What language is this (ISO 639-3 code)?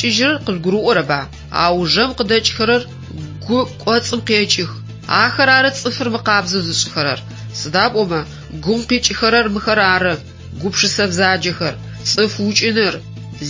ady